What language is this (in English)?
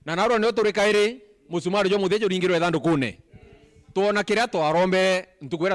Meru